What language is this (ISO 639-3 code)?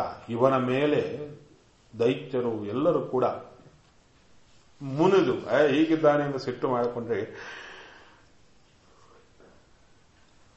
kan